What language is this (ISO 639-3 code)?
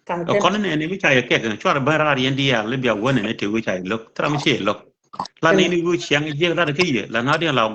nus